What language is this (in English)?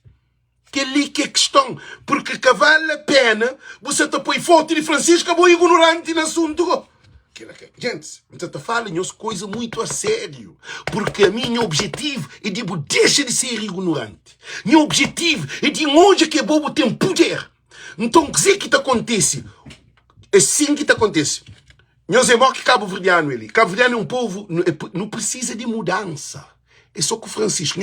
Kabuverdianu